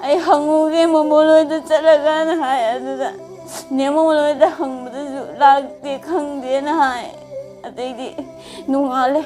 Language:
Manipuri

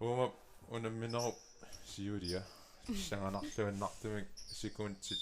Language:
Kalaallisut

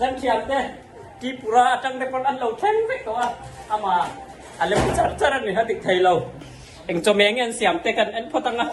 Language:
Mizo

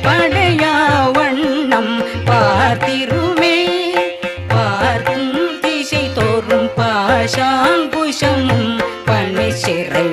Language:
Tamil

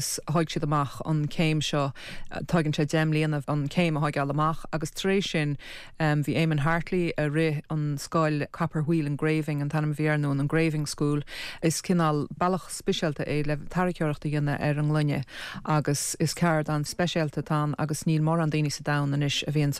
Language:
Irish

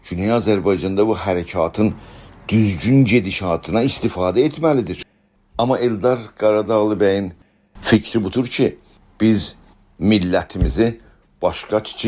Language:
South Azerbaijani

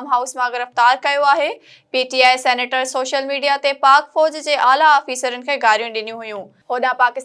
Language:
Sindhi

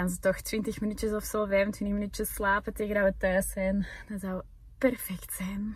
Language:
Dutch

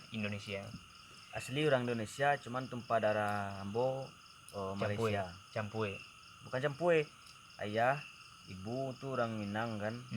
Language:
Minangkabau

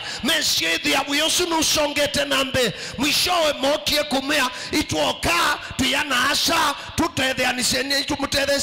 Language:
Kamba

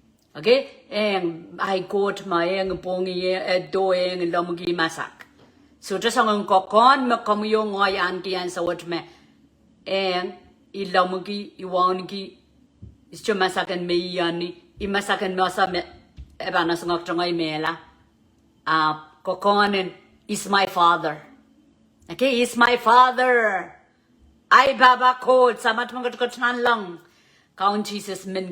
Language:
Pohnpeian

